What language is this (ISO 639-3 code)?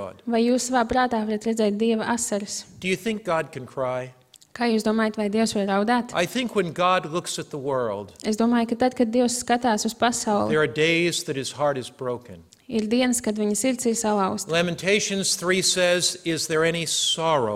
lav